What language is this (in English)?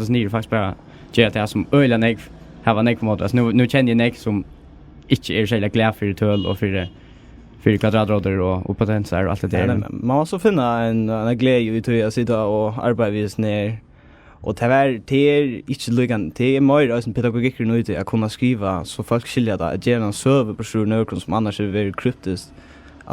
Faroese